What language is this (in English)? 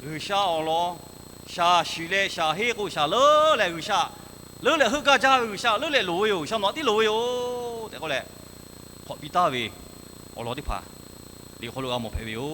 Lahu